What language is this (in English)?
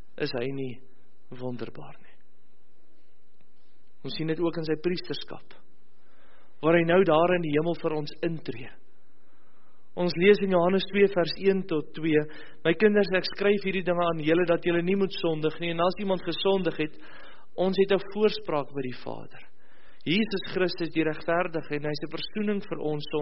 Afrikaans